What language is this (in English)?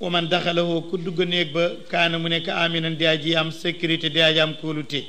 Wolof